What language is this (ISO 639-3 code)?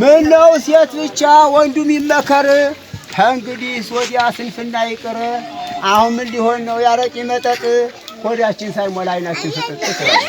amh